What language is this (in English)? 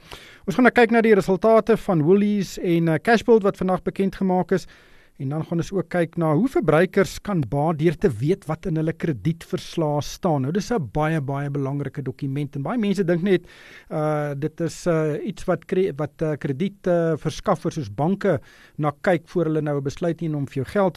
Afrikaans